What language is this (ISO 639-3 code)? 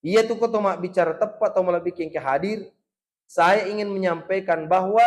bug